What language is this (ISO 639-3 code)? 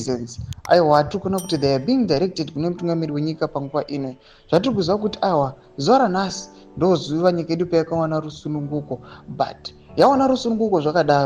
sna